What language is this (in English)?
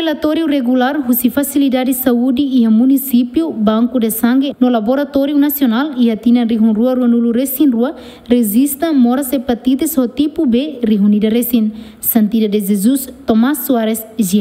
Tetum